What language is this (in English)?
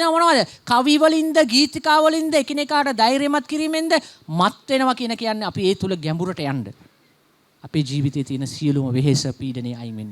Sinhala